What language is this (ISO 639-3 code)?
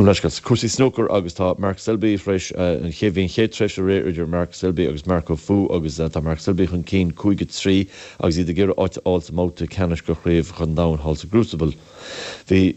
gle